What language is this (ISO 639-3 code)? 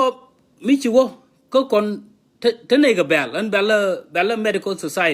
nus